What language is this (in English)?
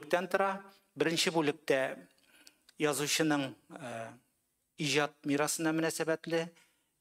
Tatar